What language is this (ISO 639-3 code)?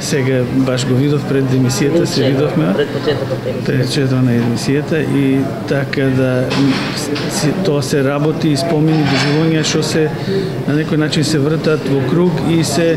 mkd